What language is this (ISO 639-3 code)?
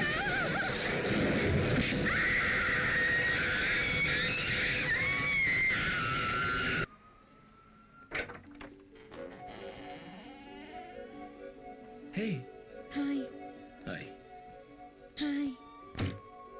tel